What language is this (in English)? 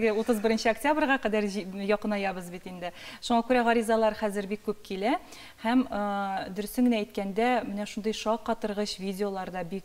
Tatar